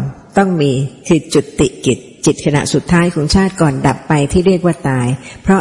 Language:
Thai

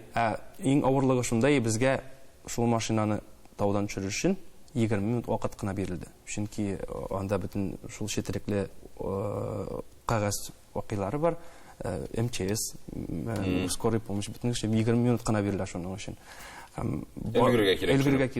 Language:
Tatar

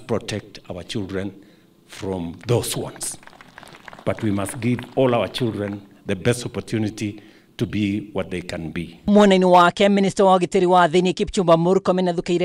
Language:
Kikuyu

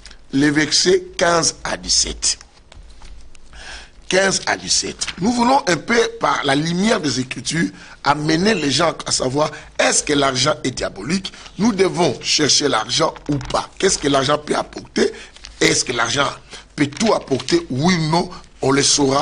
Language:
French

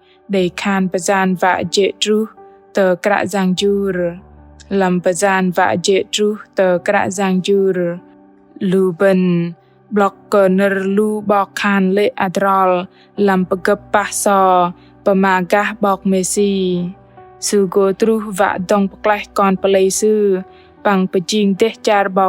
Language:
Bahnar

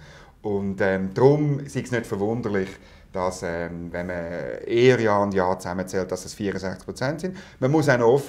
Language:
German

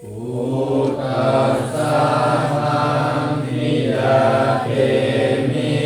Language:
Pali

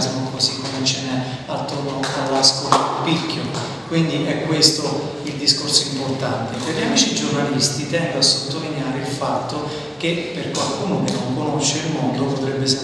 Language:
Italian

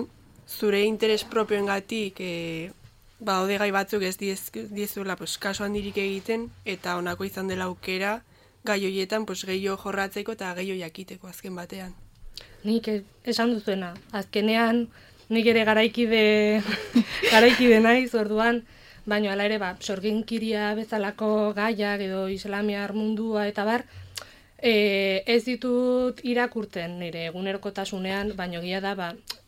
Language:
Basque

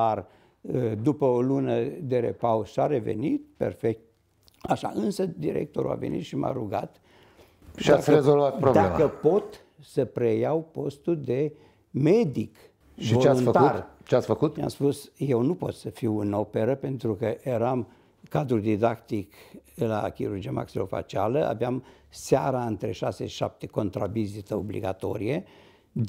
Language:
Romanian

